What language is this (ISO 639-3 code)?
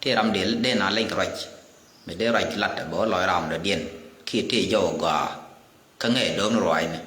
nus